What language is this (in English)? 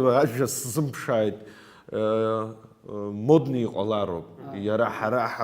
Abkhazian